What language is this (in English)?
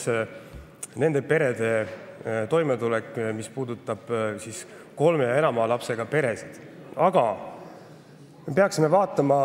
Estonian